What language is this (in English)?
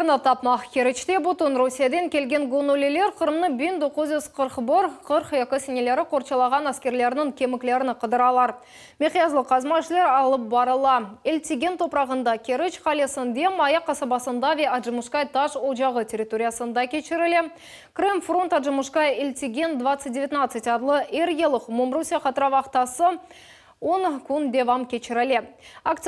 Crimean Tatar